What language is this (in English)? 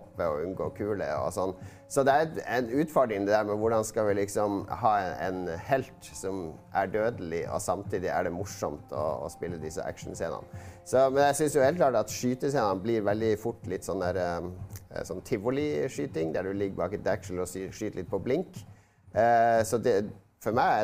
Norwegian